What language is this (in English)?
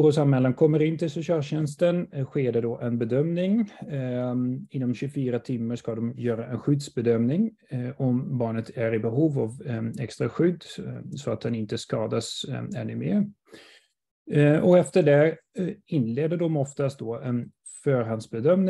Swedish